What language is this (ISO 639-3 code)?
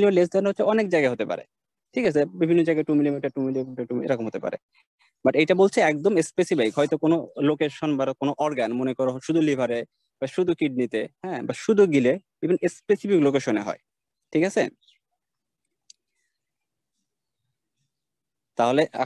ben